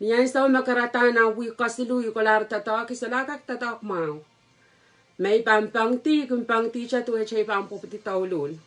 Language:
Pohnpeian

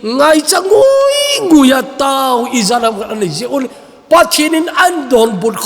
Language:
Thado Chin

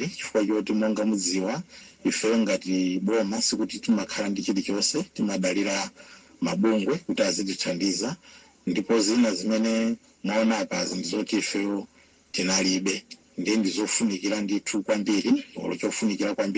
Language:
Nyanja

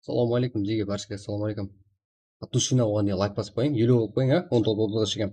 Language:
Kara-Kalpak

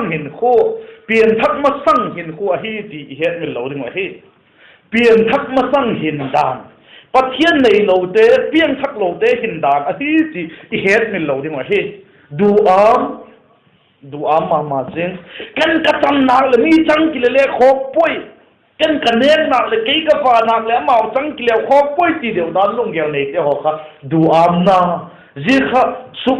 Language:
Vaiphei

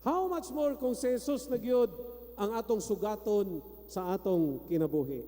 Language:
Cebuano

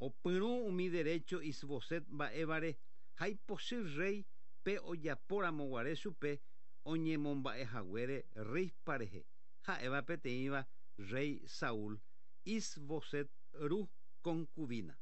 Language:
Guarani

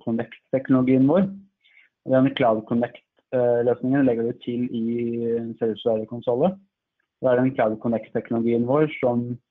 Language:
Norwegian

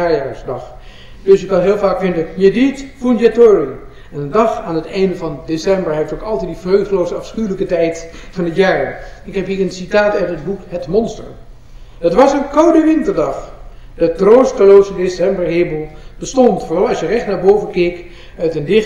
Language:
Dutch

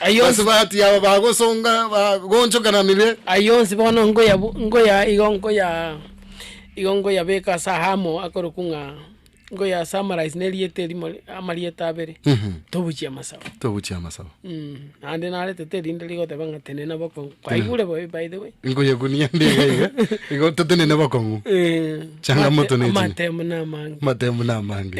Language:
Gusii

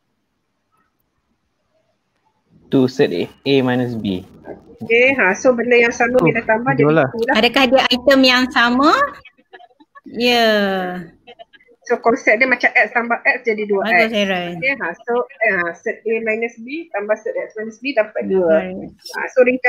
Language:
Malay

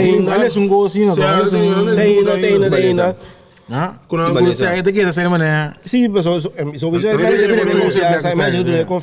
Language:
Papiamento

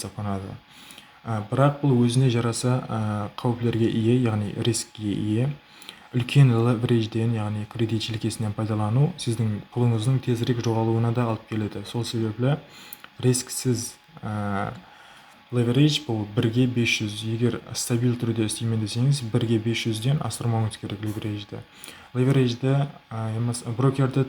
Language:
Kara-Kalpak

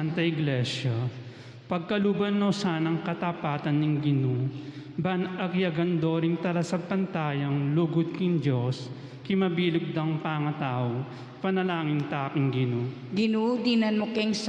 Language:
Pampanga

